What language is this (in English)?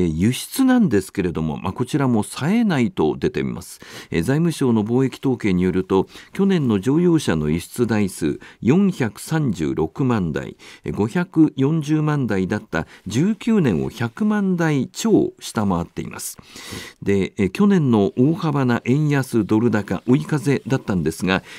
Japanese